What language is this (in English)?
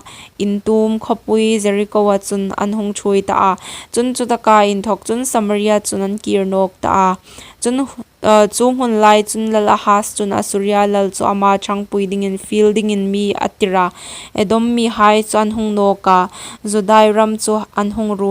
Hmar